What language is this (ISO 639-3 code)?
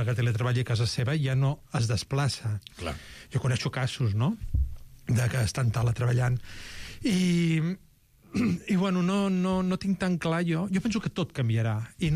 cat